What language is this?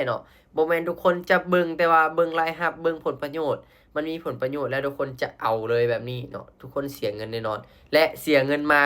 Lao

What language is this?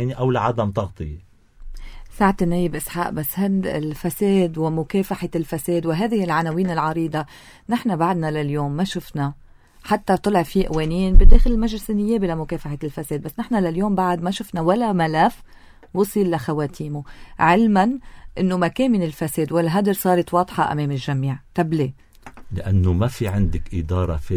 North Levantine Arabic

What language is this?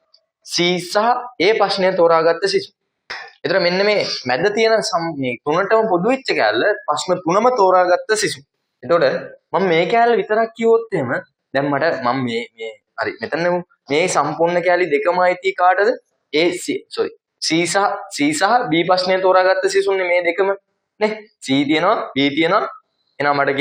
Sinhala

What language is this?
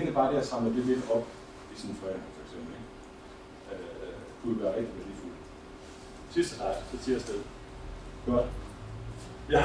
Danish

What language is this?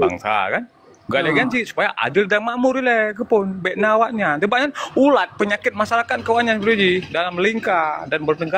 Achinese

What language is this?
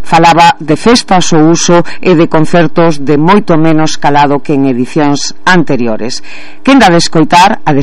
Galician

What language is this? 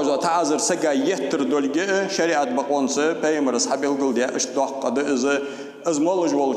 Ingush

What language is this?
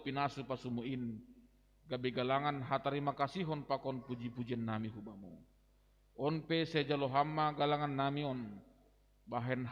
Batak Simalungun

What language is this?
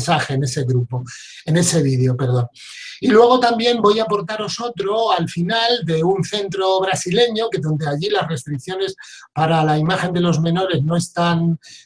Spanish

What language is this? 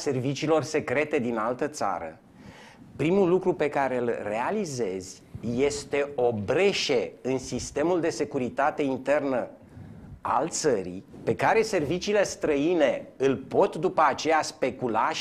Romanian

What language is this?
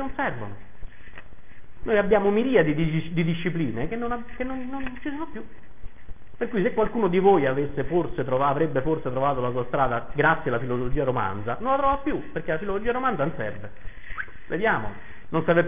Italian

